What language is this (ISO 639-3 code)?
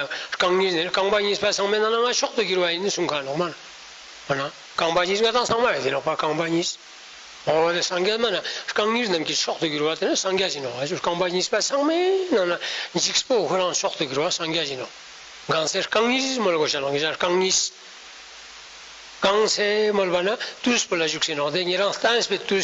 lbj